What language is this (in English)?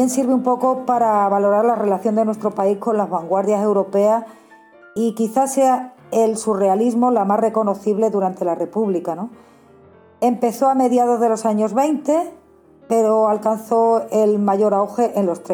Spanish